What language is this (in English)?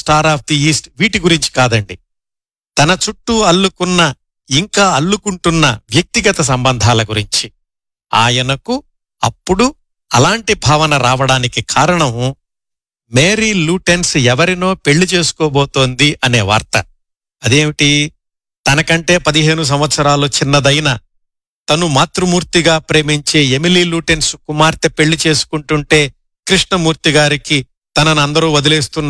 Telugu